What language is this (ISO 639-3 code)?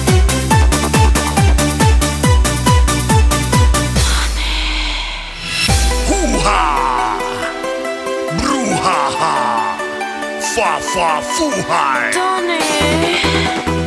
fin